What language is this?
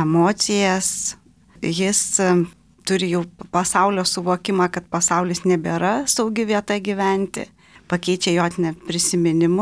Lithuanian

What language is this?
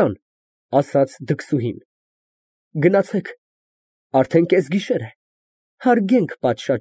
Armenian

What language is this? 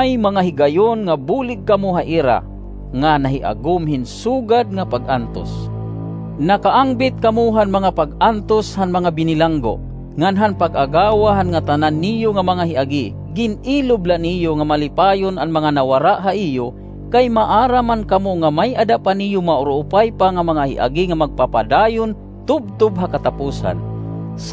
Waray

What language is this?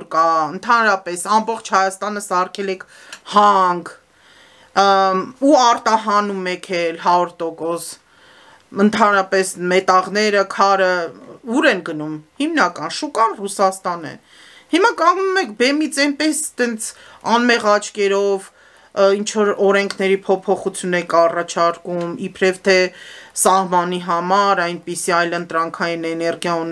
Armenian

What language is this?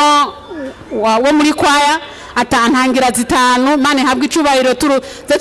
Rundi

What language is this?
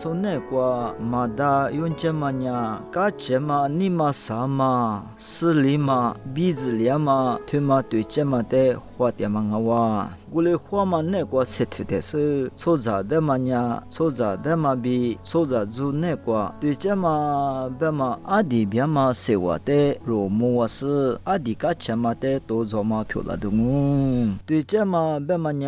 Lisu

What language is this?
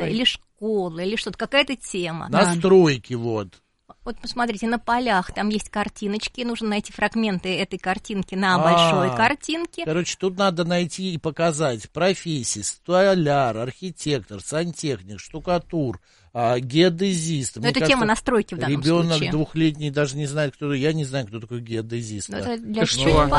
Russian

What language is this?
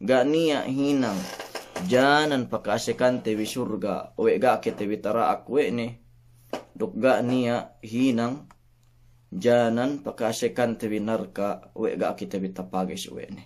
Yakan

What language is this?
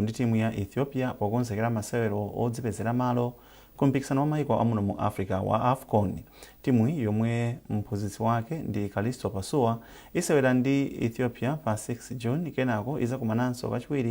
Nyanja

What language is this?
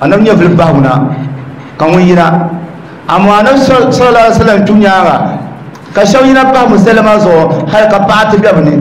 Dagbani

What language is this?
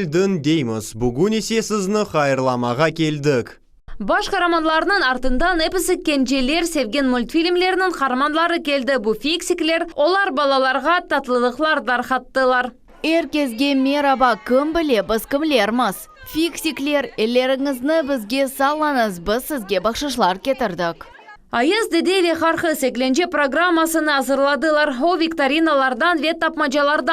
Crimean Tatar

